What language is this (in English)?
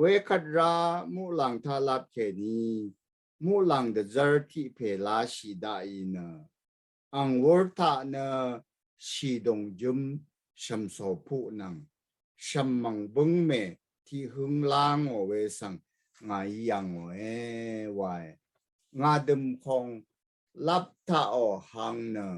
Rawang